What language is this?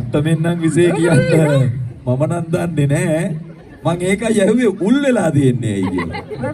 Sinhala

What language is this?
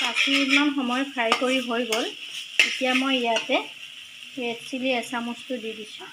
Assamese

